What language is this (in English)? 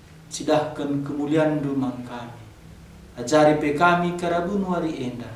Batak Karo